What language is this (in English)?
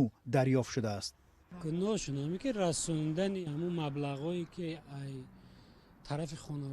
Tajik